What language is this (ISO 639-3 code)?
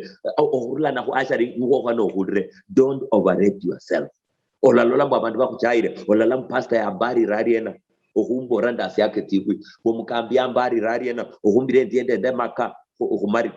luy